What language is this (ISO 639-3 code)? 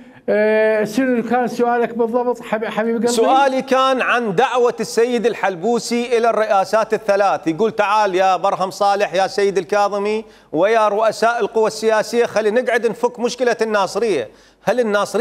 acm